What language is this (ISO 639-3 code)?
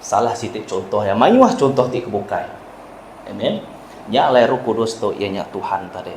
iba